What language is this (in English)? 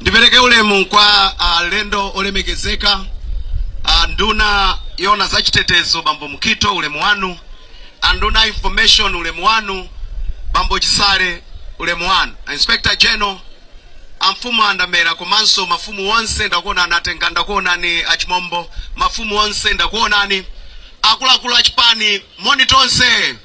Nyanja